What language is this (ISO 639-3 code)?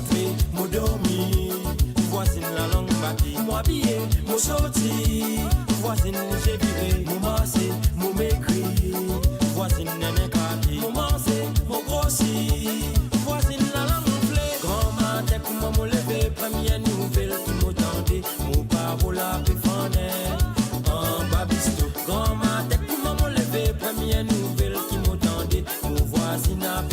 mfe